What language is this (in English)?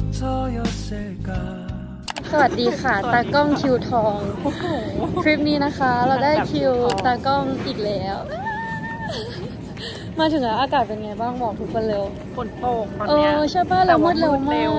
Thai